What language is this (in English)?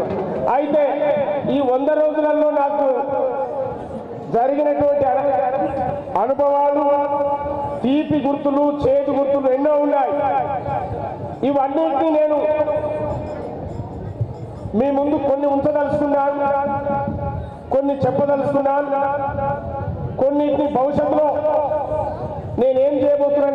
Telugu